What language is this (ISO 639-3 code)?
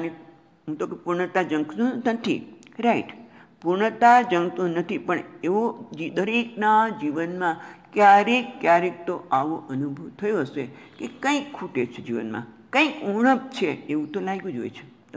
guj